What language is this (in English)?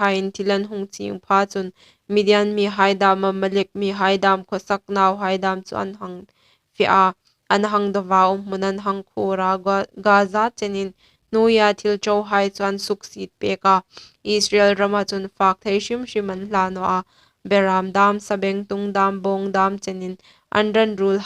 Hmar